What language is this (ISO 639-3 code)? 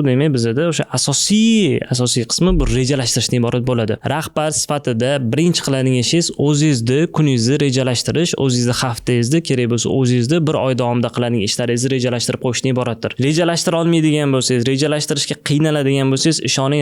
uzb